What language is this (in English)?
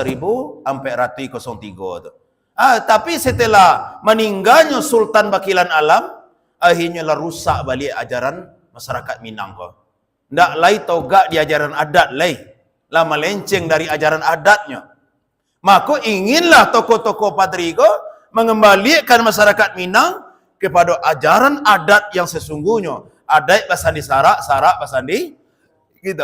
Minangkabau